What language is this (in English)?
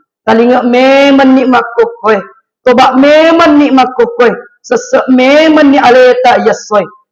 Buginese